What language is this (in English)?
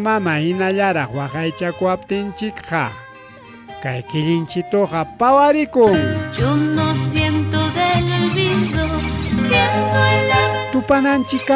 Ayacucho Quechua